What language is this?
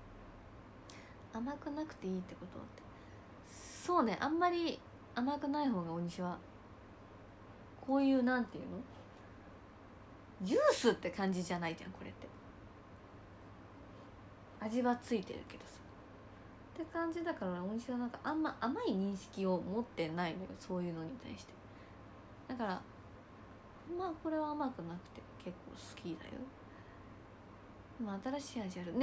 Japanese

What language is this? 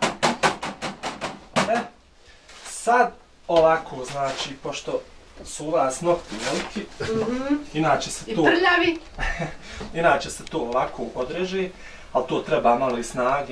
Bosnian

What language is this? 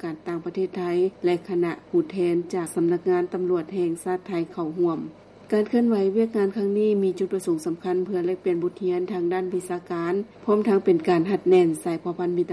Lao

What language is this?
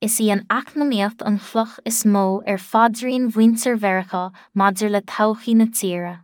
Irish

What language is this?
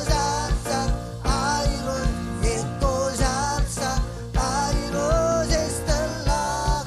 Marshallese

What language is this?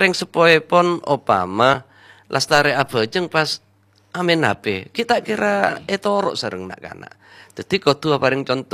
Madurese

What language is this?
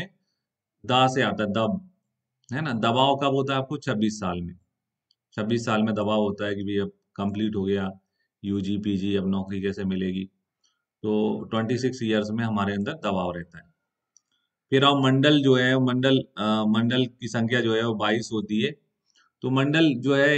Hindi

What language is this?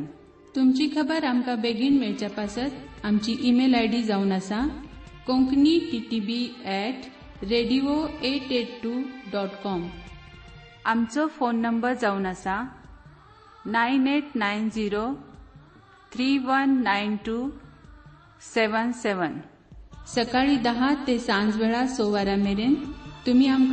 Konkani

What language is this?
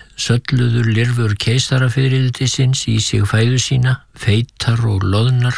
Icelandic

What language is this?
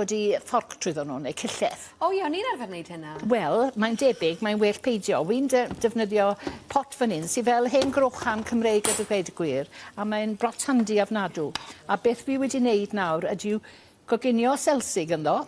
Welsh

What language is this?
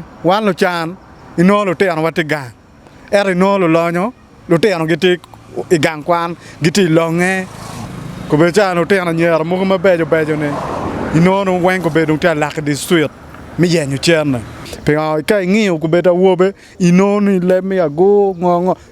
Acoli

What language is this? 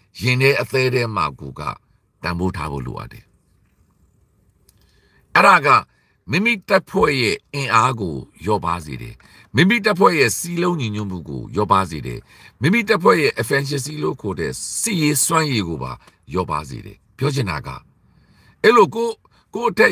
Burmese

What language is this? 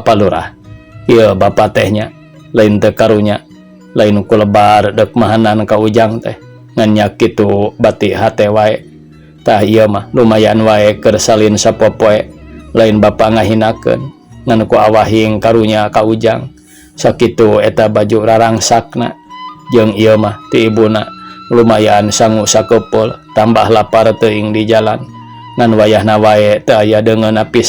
Sundanese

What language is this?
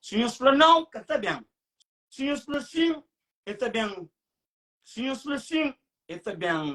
Kabuverdianu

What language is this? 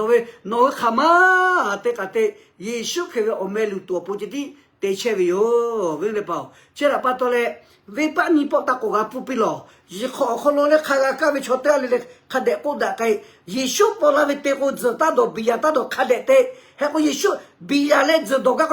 Lahu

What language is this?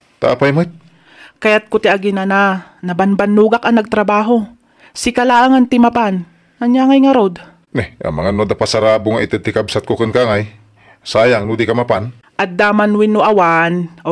Iloko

